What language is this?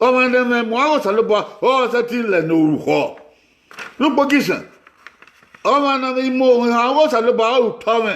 Bini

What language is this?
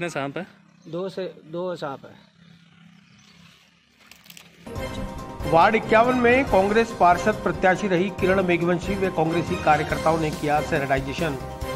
Hindi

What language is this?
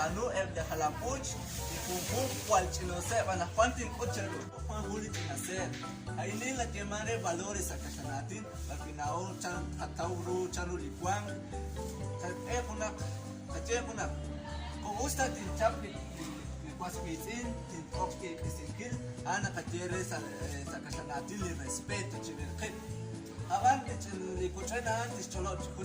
Kekchí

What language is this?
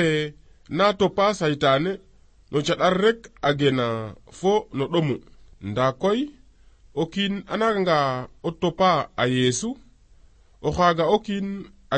Serer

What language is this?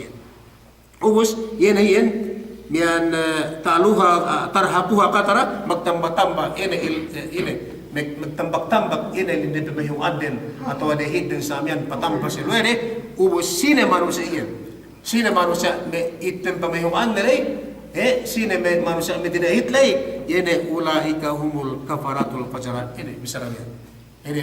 Yakan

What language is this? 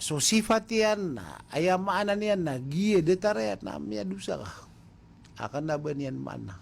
Maranao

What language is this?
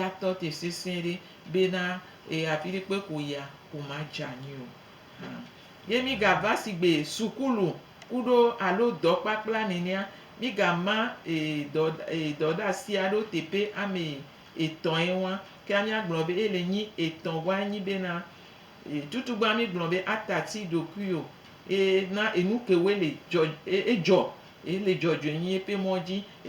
Gen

